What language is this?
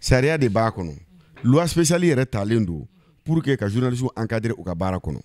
Bambara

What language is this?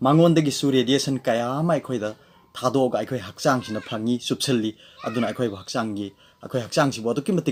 Manipuri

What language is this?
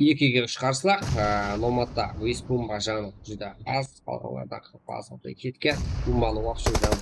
Kara-Kalpak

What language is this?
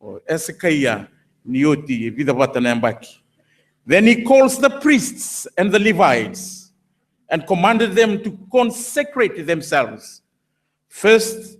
Fijian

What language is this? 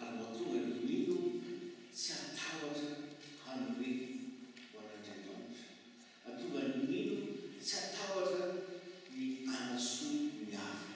Malagasy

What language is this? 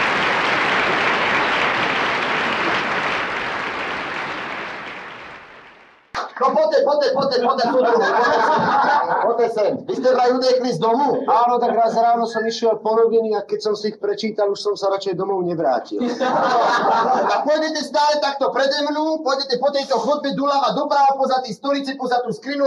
Slovak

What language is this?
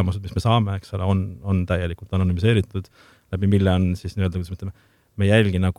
Estonian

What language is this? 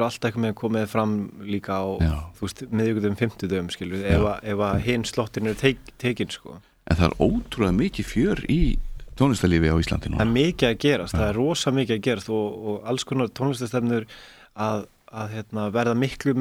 Icelandic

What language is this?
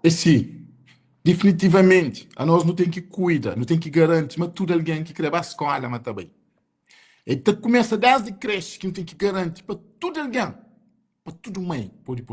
Kabuverdianu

